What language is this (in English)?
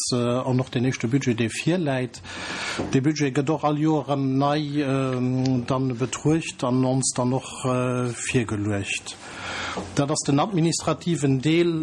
Luxembourgish